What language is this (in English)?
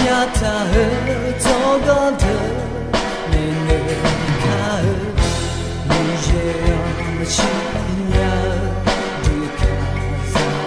Akha